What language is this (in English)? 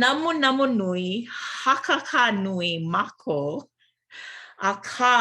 Hawaiian